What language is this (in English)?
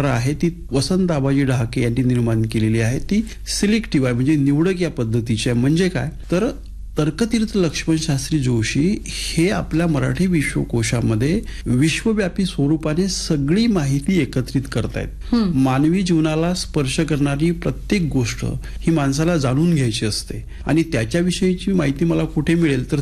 Marathi